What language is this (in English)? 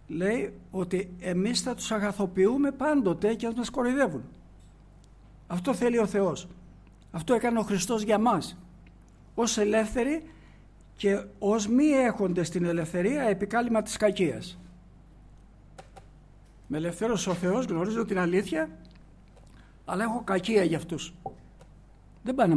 Greek